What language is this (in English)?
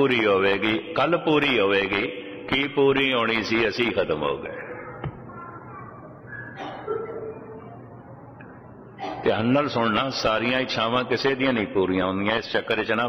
Punjabi